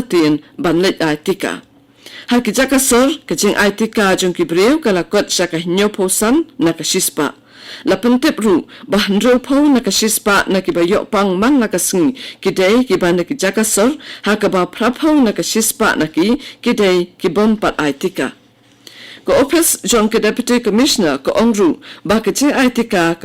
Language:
Khasi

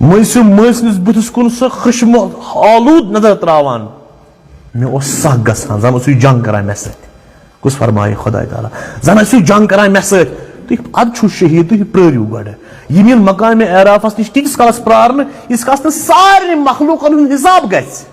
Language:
Kashmiri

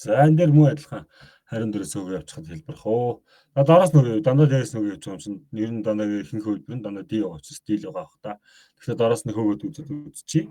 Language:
Mongolian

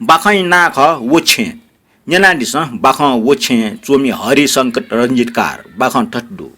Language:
Newari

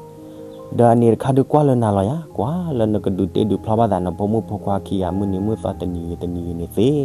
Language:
S'gaw Karen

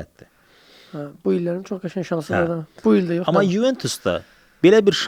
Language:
Azerbaijani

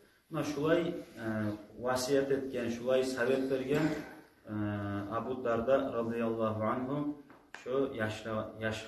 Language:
Kumyk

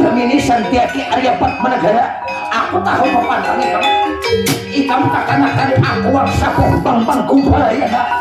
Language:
Banjar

